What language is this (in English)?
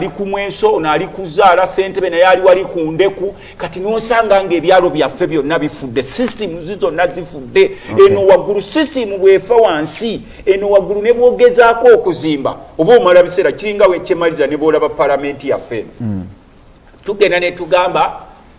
Ganda